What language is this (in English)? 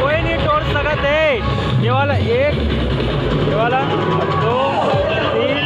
Chhattisgarhi